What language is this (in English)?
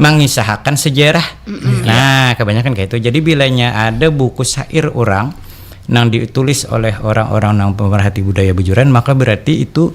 Banjar